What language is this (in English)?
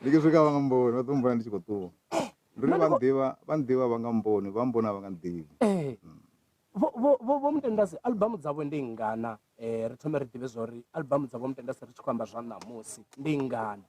Venda